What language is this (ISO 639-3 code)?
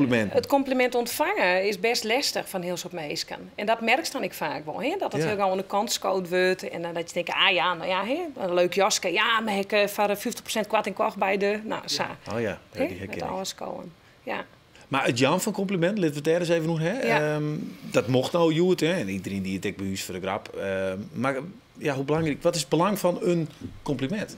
fry